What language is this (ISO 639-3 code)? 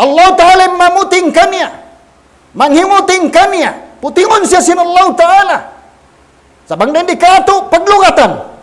tsg